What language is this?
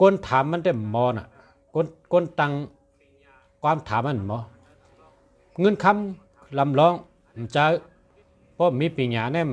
Shan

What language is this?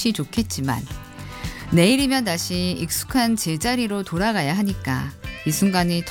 Korean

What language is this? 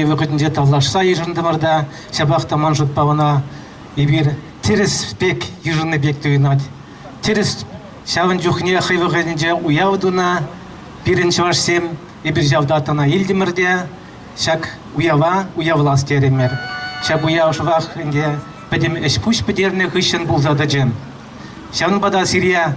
Chuvash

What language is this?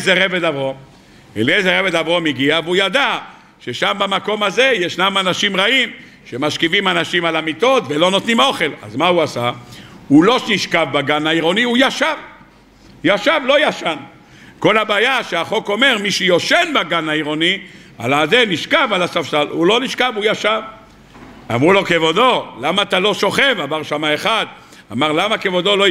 Hebrew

